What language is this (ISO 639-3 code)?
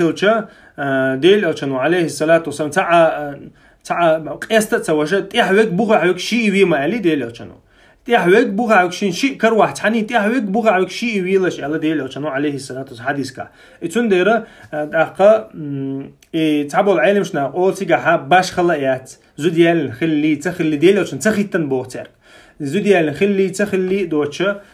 che